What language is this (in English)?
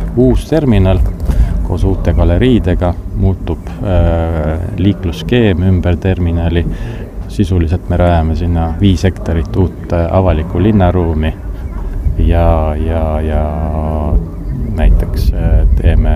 Estonian